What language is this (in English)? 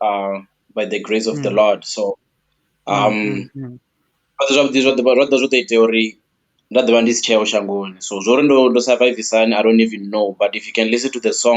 Venda